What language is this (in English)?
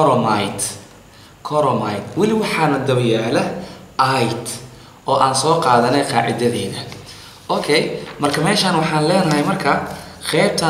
Somali